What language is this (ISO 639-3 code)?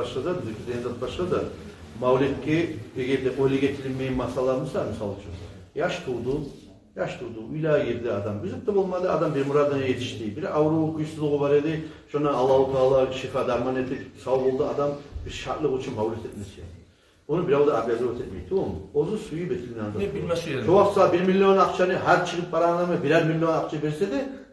kum